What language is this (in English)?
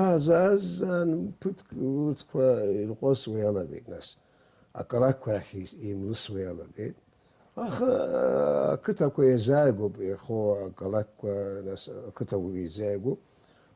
Abkhazian